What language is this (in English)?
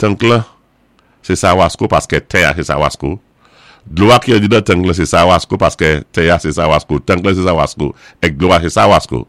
Saint Lucian Creole French